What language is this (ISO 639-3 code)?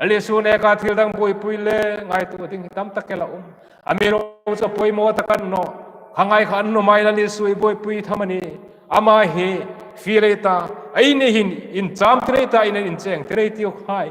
hmr